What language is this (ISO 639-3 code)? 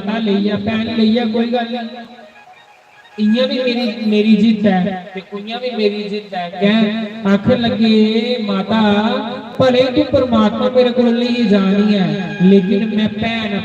doi